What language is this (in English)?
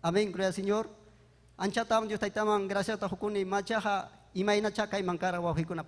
Ayacucho Quechua